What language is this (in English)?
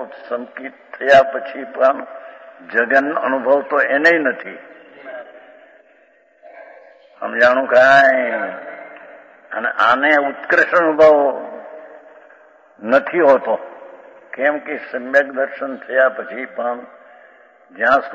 Gujarati